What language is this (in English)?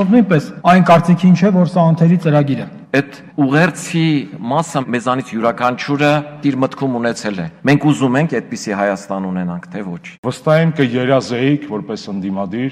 Armenian